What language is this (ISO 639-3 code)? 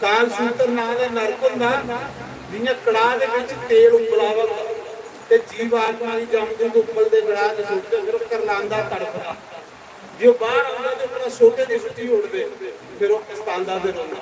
doi